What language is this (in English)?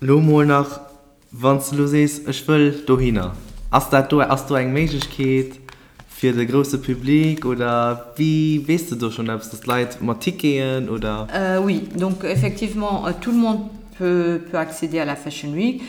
Luxembourgish